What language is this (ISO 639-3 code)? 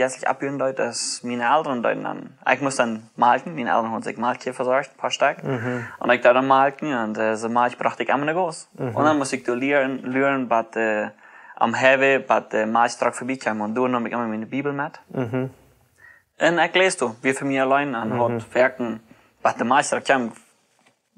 pdt